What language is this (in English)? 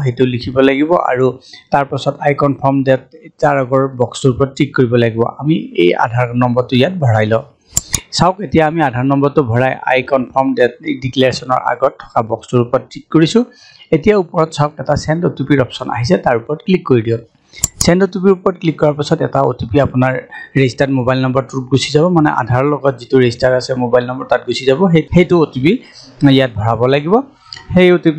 Assamese